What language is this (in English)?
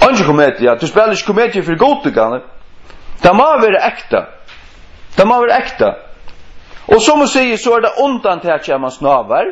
Faroese